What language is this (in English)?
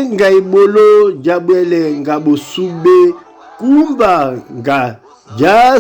Duala